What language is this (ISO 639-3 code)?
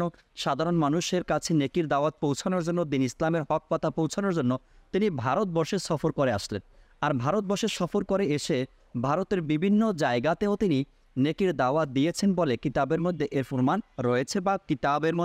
ben